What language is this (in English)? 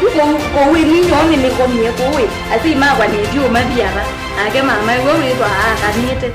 Kamba